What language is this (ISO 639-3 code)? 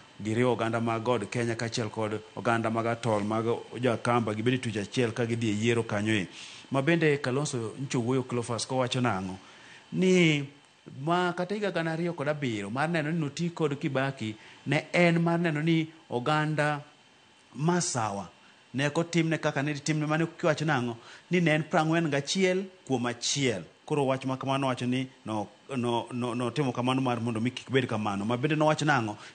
luo